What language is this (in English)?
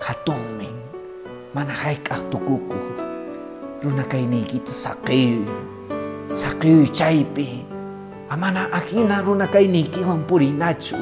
Quechua